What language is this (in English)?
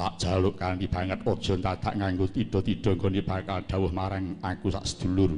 Javanese